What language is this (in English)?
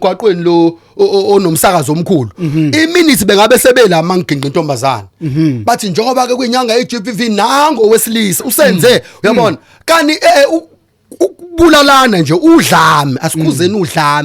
Zulu